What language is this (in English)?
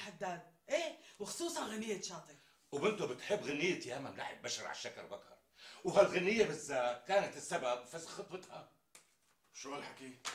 North Levantine Arabic